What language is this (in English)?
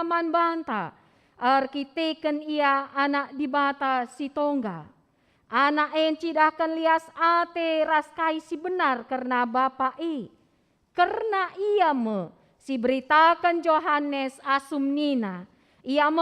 Batak Karo